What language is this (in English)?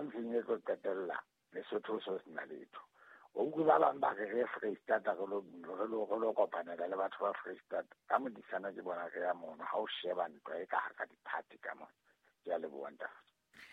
Southern Sotho